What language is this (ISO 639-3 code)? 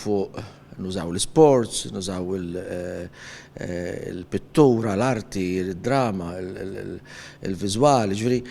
mlt